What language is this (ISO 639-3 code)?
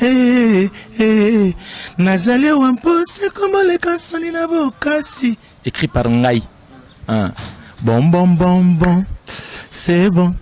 lin